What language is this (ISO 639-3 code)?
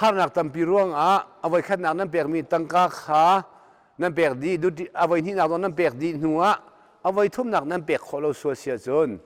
cnh